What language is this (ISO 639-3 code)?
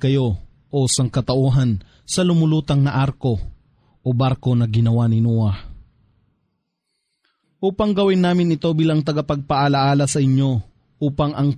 fil